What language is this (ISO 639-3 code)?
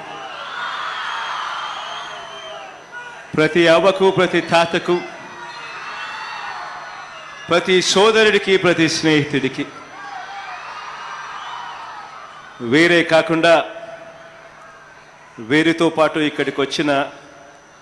tel